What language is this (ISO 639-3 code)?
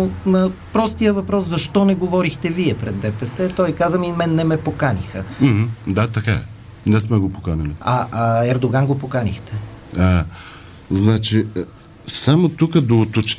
bul